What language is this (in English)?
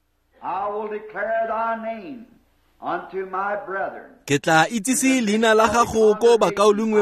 Tswana